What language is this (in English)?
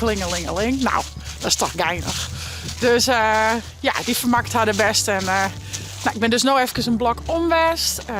Western Frisian